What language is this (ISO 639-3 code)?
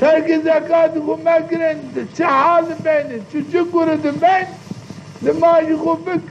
zza